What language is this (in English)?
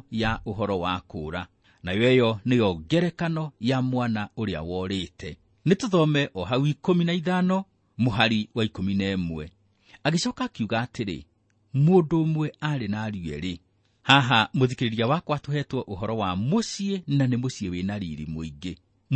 Kikuyu